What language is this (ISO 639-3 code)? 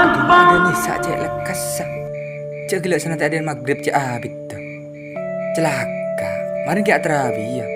mad